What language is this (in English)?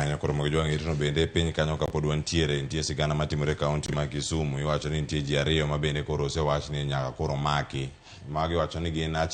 Luo (Kenya and Tanzania)